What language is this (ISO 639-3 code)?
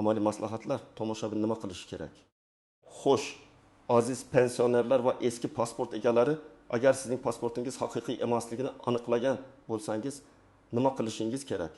uzb